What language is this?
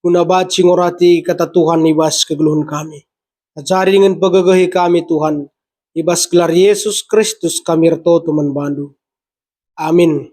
Batak Karo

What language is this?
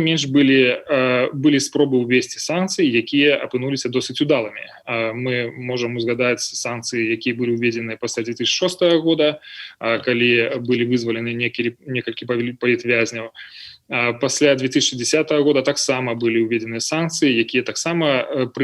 Belarusian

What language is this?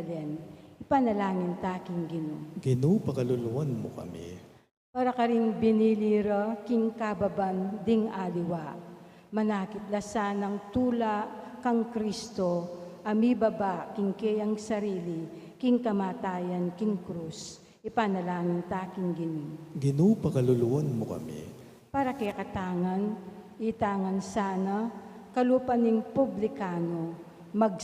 Pampanga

